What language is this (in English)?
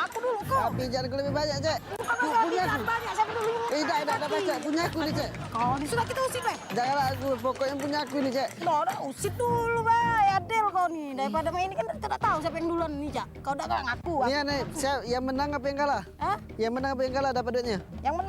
Musi